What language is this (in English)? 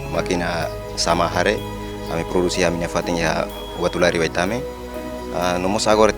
Tetum